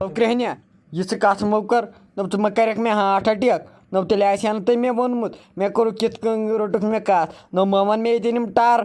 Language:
Kashmiri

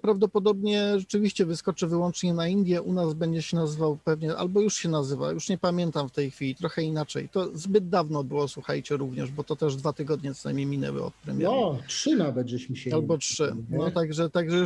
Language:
Polish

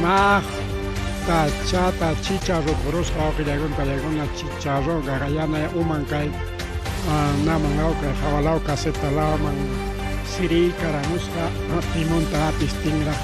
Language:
Ayacucho Quechua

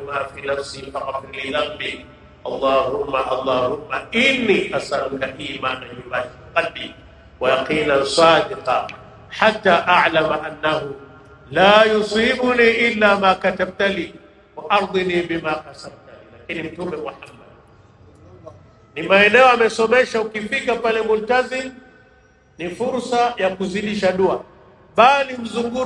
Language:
Swahili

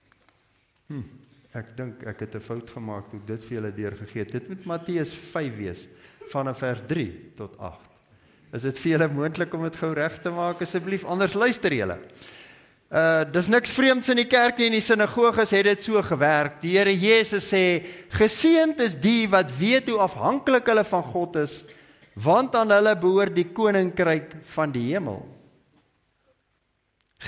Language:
Afrikaans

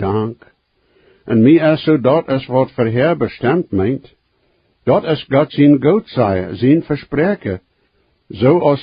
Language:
Plautdietsch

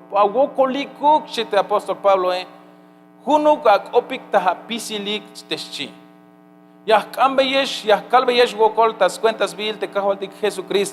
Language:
Tzeltal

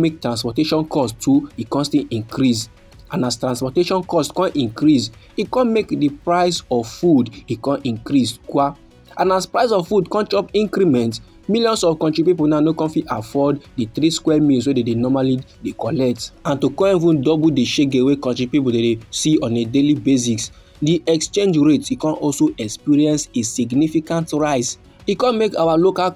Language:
Nigerian Pidgin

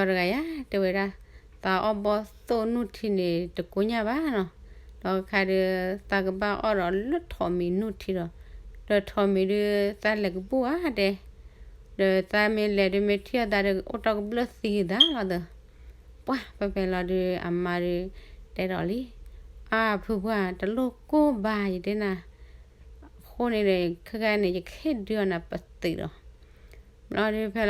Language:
S'gaw Karen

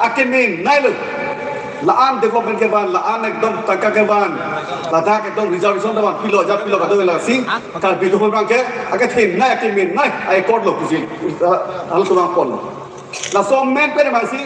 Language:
Karbi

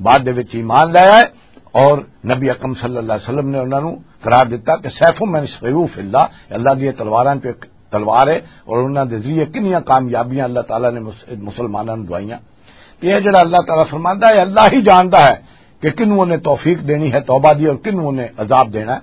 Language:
Western Panjabi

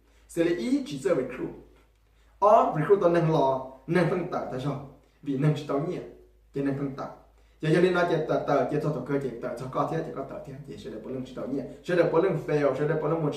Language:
Hmong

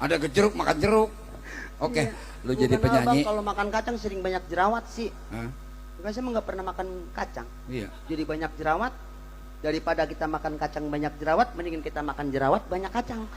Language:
Betawi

